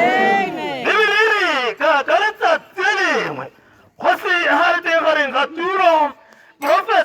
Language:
Tswana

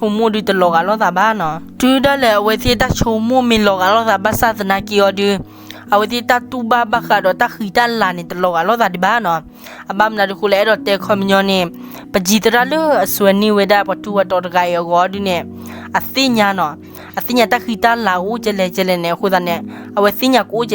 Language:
S'gaw Karen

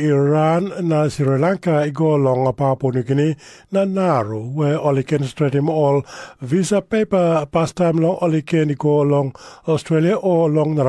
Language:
Tok Pisin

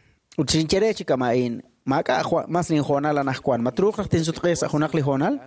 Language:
Kekchí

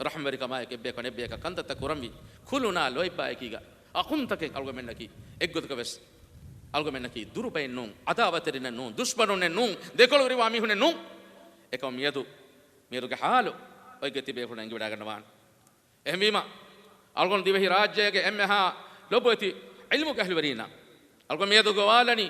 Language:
Divehi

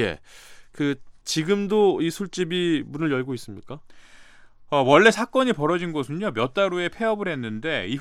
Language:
Korean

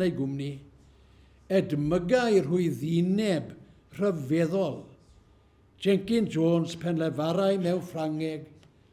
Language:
Welsh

